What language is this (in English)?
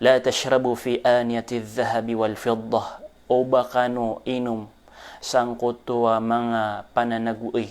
Maranao